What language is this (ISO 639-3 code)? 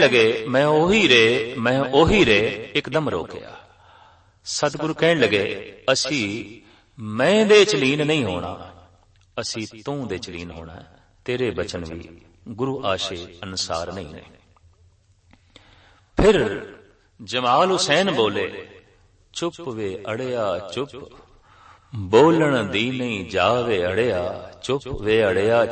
pan